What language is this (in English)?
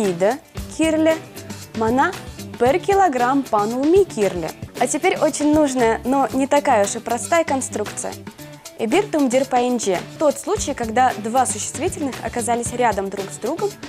Chuvash